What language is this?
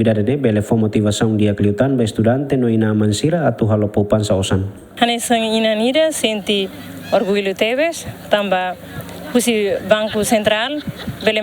Tetum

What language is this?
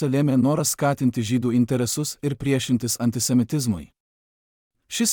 Lithuanian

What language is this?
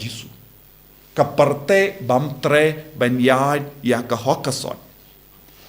Khasi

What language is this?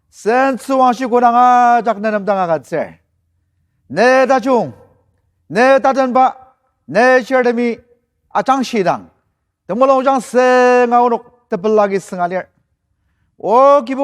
Ao Naga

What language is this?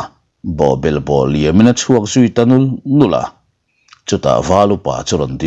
Mizo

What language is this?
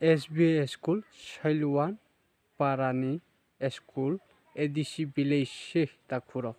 Riang (India)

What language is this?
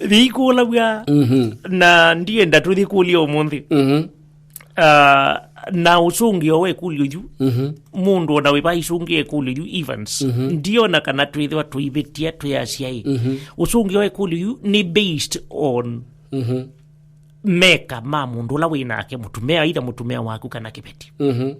Kamba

